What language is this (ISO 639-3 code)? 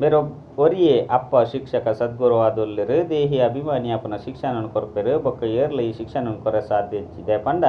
tcy